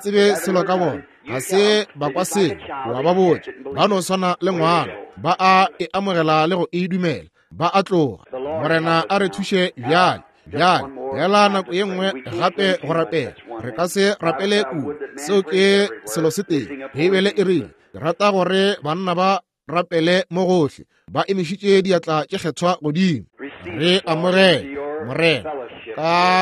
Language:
Northern Sotho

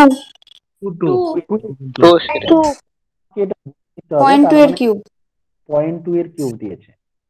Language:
Bangla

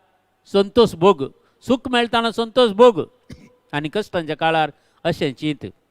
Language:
Konkani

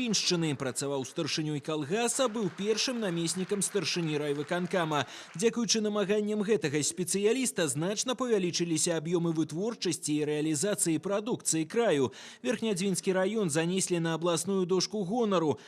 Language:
Belarusian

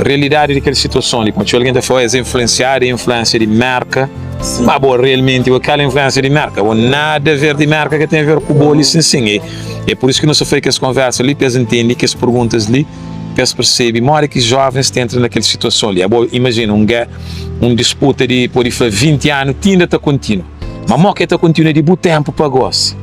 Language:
Kabuverdianu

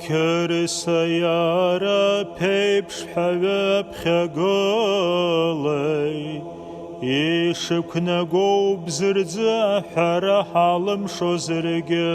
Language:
Abkhazian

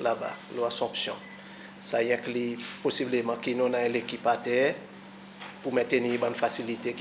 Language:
Seselwa Creole French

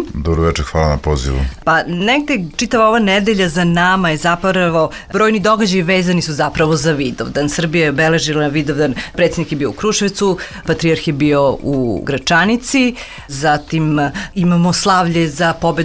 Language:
Serbian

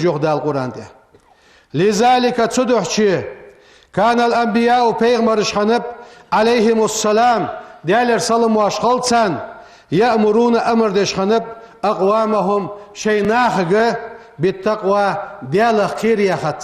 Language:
Ingush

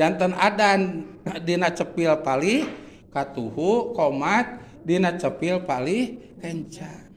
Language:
Sundanese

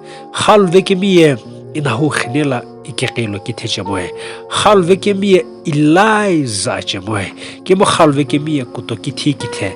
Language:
Sumi Naga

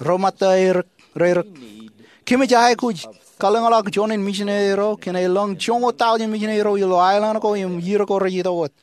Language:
Marshallese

